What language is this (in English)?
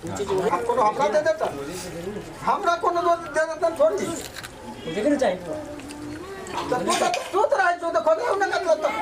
Maithili